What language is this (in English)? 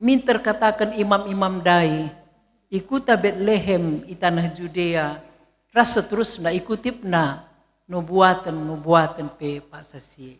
Batak Karo